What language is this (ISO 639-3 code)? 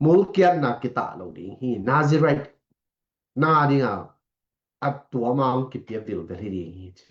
ctd